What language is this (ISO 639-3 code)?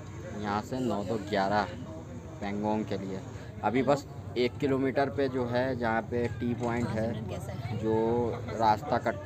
hin